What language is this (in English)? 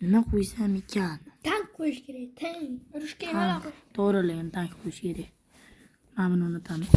Uzbek